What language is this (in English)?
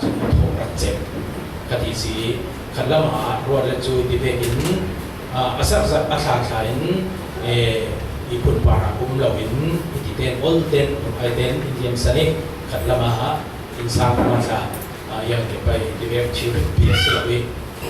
Falam Chin